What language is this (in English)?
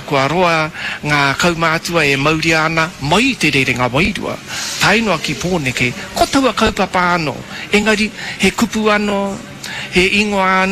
Māori